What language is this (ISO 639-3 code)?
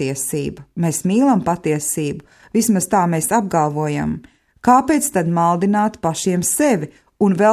lav